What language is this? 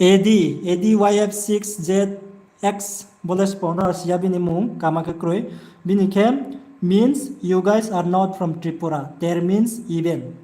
Riang (India)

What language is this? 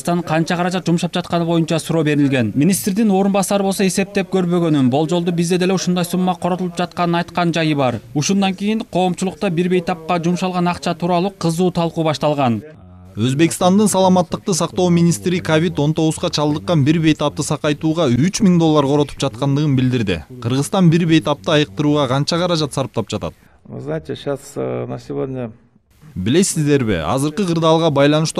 Kyrgyz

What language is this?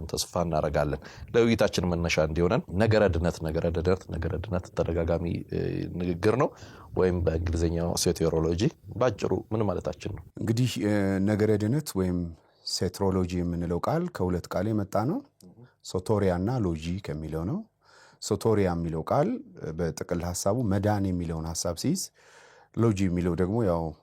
Amharic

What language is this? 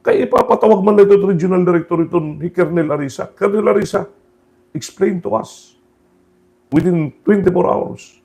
Waray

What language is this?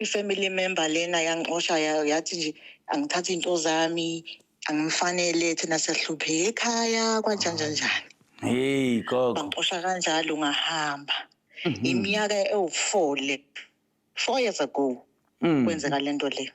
Zulu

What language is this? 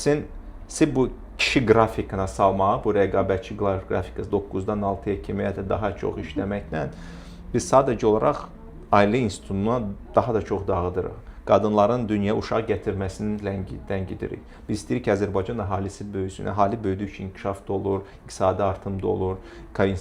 Azerbaijani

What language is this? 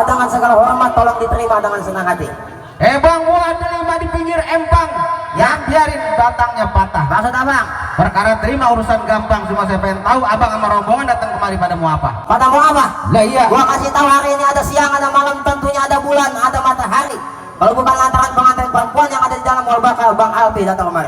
Betawi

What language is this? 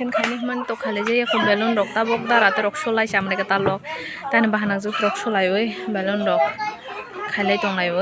Kok Borok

